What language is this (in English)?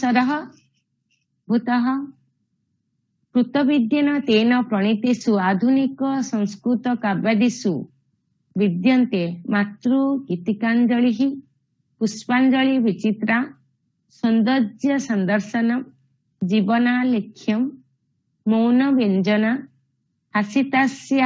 Sanskrit